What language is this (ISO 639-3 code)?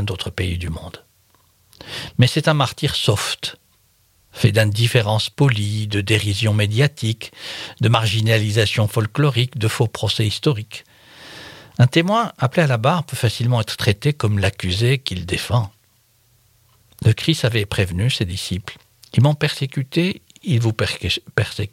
fra